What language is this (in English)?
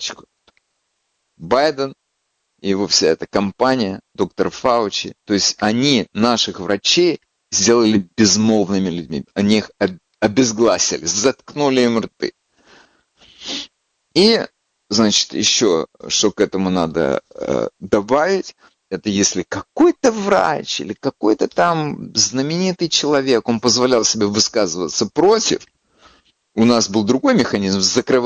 Russian